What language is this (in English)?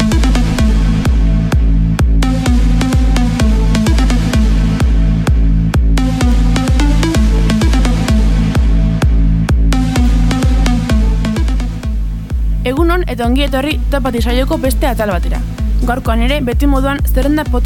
Basque